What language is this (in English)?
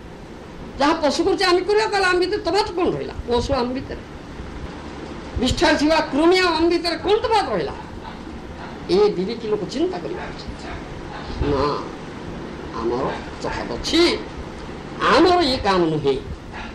Odia